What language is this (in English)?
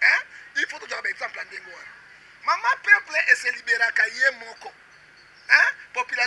Lingala